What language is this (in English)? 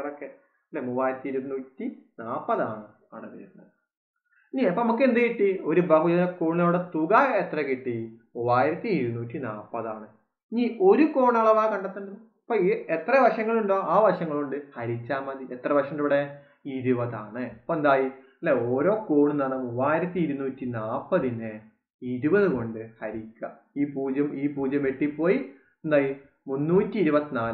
Malayalam